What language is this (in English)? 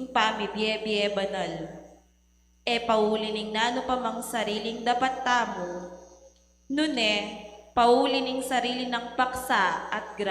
Pampanga